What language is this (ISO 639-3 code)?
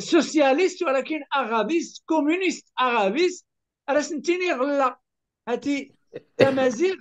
kab